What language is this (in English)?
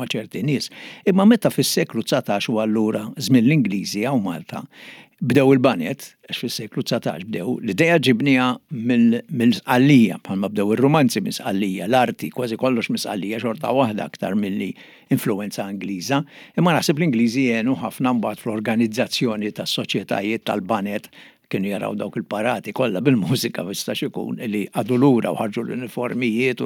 Maltese